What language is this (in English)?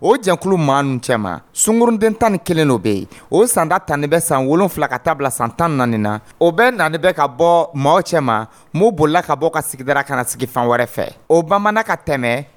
Dyula